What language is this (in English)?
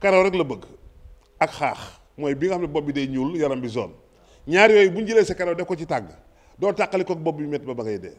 Wolof